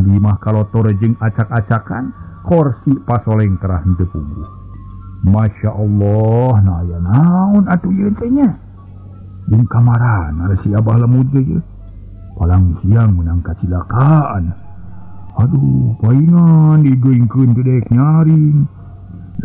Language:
Sundanese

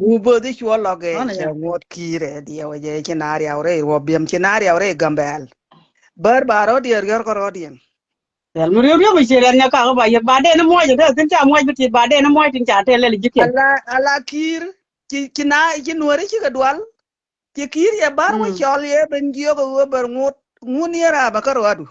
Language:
Nuer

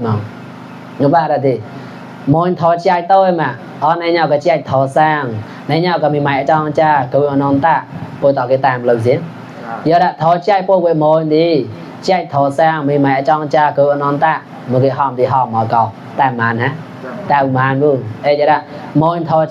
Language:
Mon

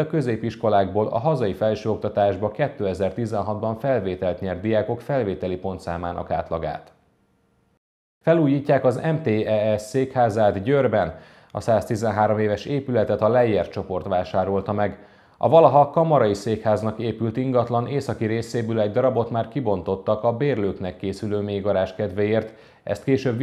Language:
Hungarian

